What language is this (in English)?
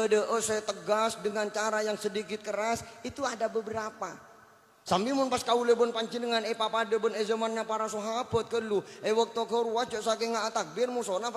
Madurese